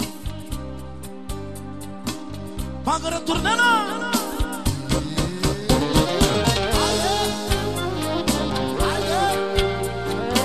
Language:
Romanian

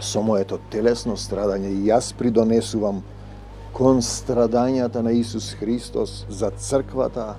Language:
Macedonian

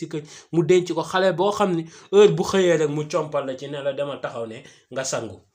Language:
Wolof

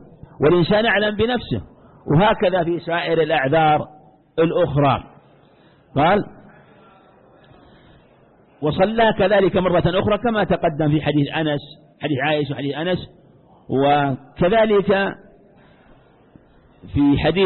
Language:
Arabic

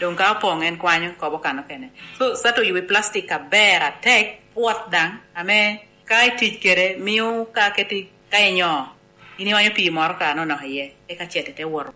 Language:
Lango (Uganda)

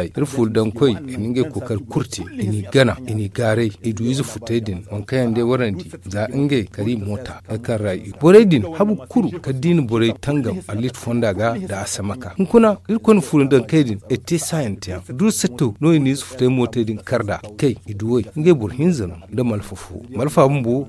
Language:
Zarma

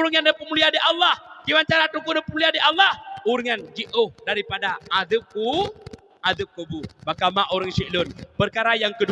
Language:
Achinese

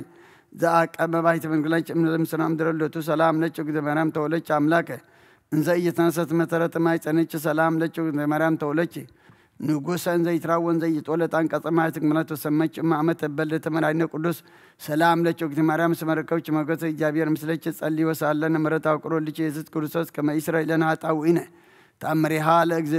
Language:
Geez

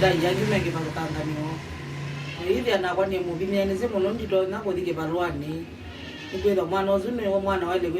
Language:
Kamba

